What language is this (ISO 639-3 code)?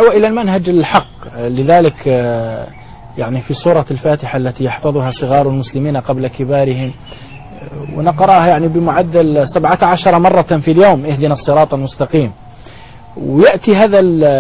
ara